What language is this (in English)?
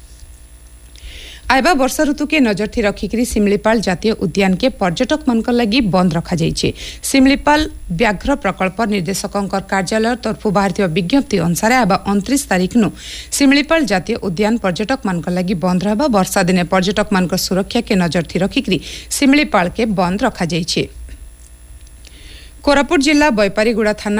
Odia